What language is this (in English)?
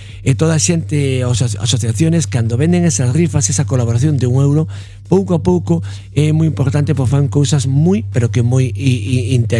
Galician